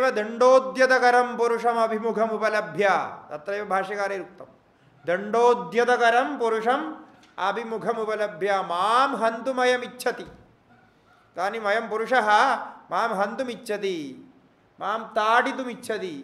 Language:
Sanskrit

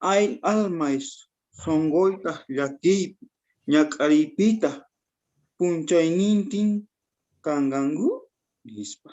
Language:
South Bolivian Quechua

